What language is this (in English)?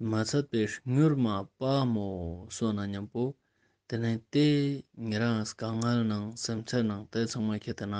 Ladakhi